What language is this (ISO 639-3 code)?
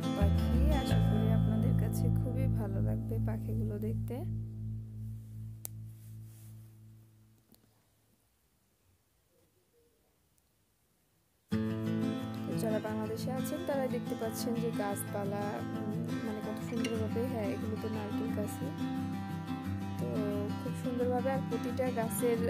ben